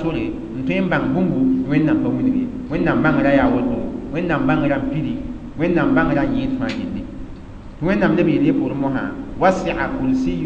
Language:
Mossi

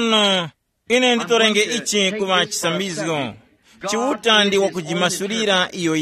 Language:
Tumbuka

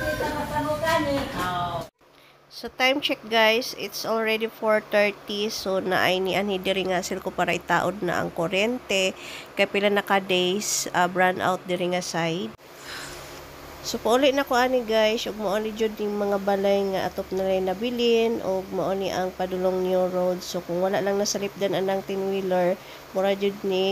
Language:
Cebuano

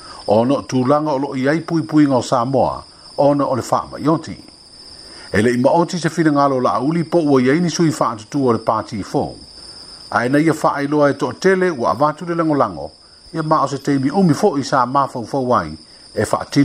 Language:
Samoan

